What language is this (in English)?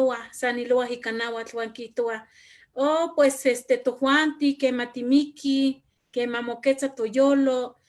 Eastern Huasteca Nahuatl